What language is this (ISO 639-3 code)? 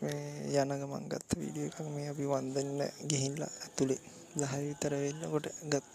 sin